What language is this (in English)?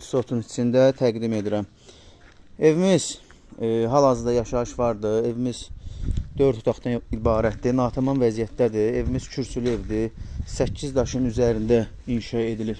Azerbaijani